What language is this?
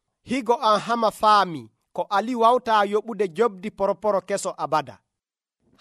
Nigerian Fulfulde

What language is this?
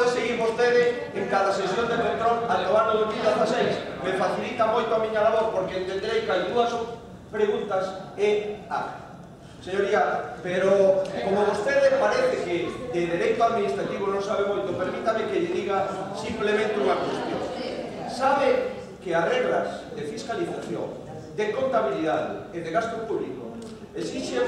Galician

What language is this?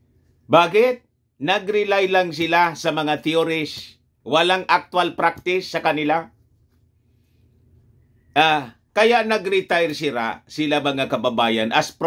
Filipino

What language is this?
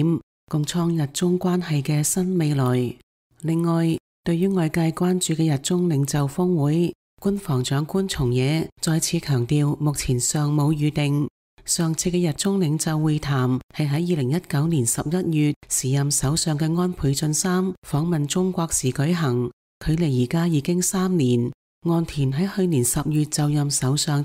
Cantonese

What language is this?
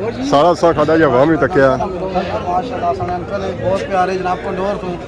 Pahari-Potwari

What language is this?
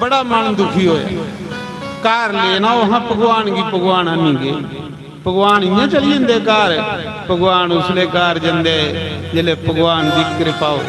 Dogri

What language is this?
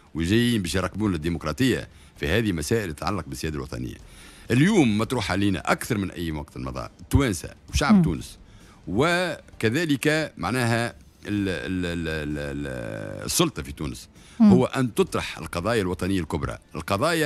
Tunisian Arabic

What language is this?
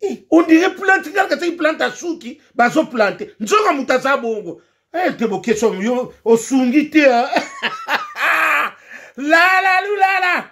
Lingala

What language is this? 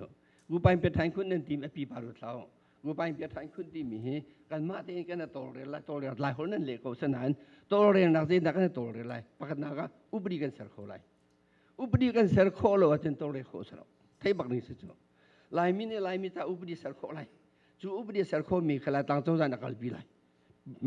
Hakha Chin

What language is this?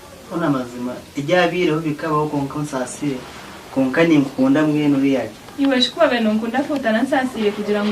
Nyankole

